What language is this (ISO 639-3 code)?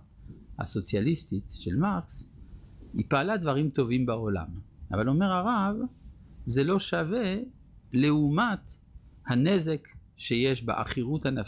heb